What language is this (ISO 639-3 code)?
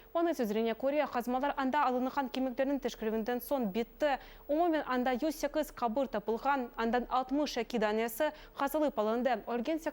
crh